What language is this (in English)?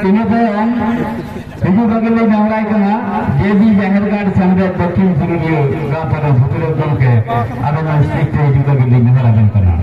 Santali